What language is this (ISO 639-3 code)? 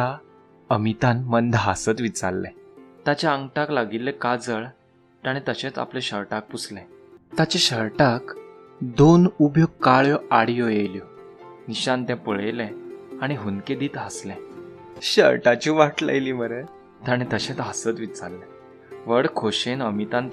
kok